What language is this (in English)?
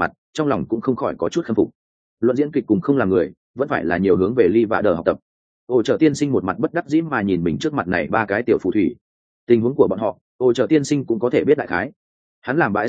Vietnamese